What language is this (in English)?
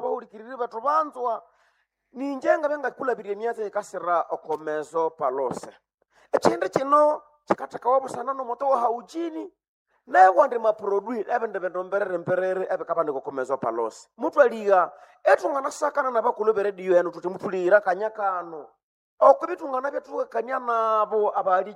Nande